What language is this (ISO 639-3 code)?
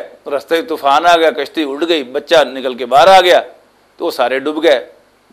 lah